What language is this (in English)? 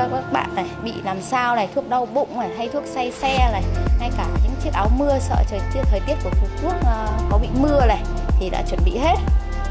Vietnamese